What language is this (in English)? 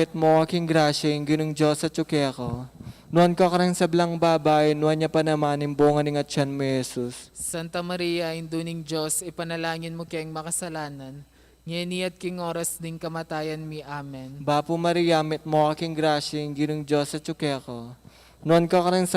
Pampanga